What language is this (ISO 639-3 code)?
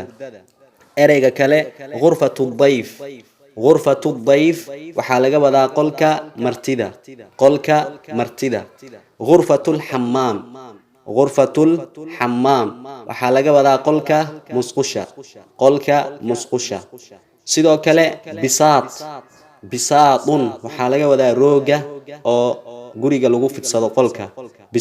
som